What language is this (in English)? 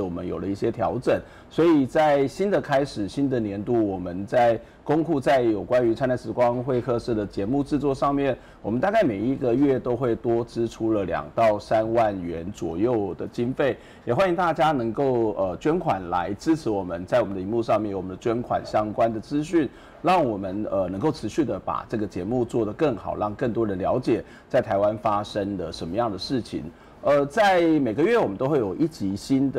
Chinese